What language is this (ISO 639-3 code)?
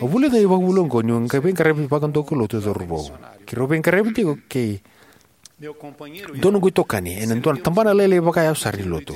fij